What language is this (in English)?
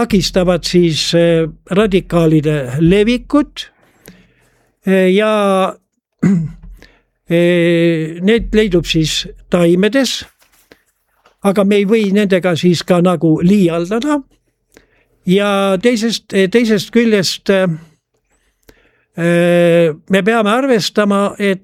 Estonian